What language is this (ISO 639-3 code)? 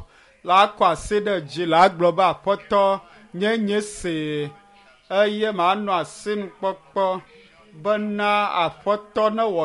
ewe